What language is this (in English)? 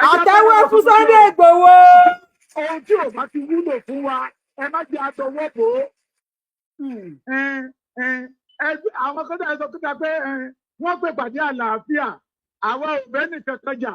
Yoruba